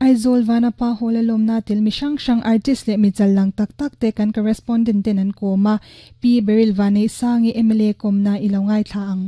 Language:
Mizo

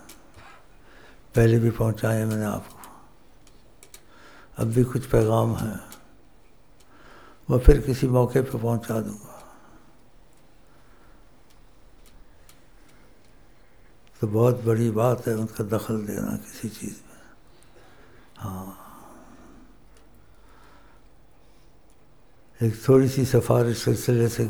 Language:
Urdu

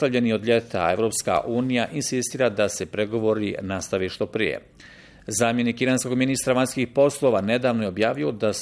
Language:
Bosnian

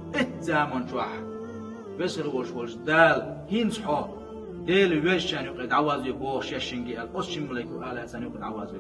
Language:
Chechen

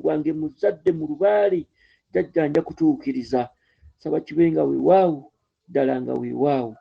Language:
Ganda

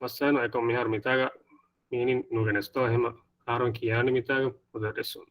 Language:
Divehi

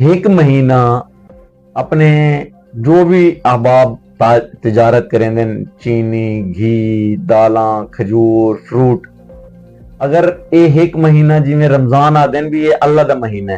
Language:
Saraiki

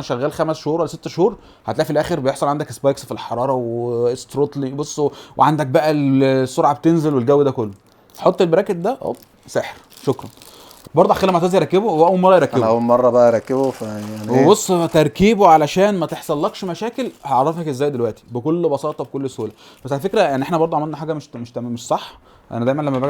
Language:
Egyptian Arabic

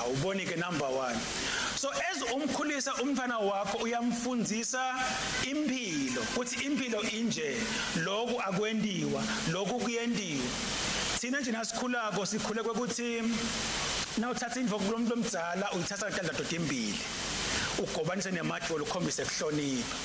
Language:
Swati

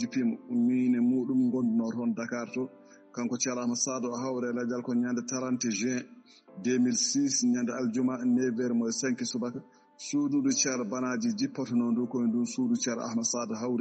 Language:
Fula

